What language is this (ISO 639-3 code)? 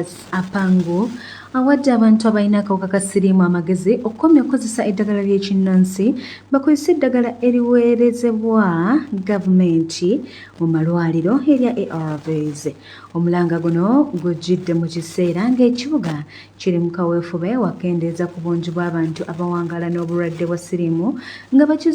lug